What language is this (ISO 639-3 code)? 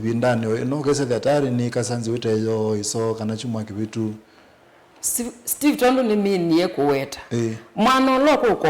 kam